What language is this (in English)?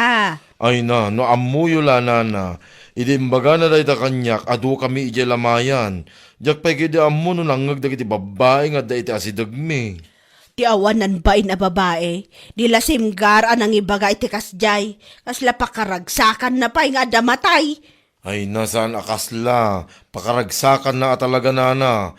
Iloko